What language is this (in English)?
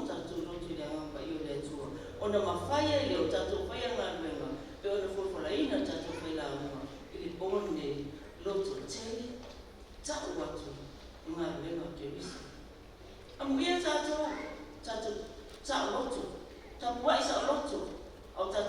Samoan